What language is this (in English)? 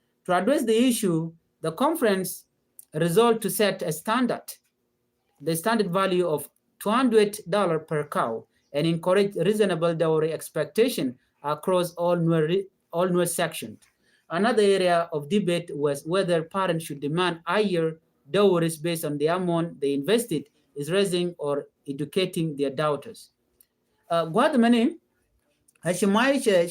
Nuer